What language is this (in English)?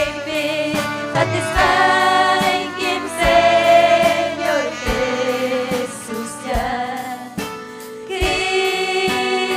Ayacucho Quechua